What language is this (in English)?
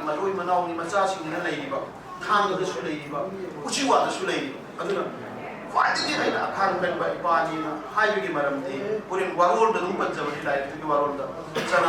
Manipuri